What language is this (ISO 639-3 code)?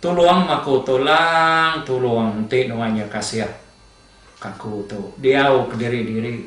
iba